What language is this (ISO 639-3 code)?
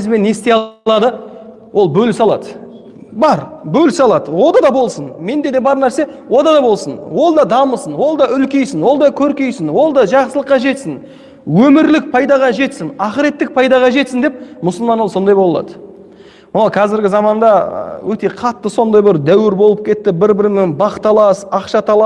kaz